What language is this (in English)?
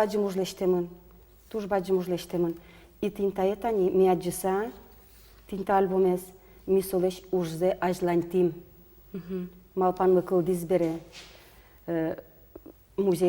Udmurt